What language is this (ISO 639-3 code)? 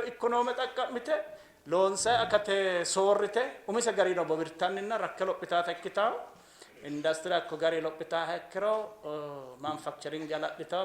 sid